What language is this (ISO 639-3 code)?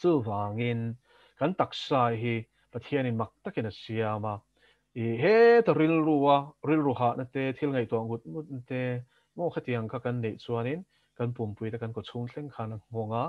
lus